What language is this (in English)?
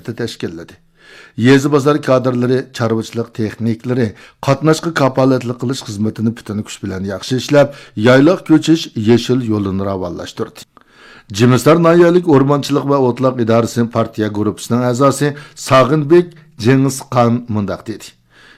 Uyghur